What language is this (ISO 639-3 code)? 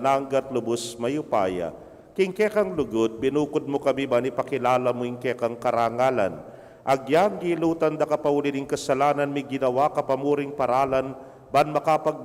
pam